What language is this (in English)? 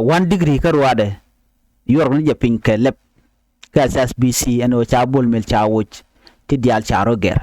Nuer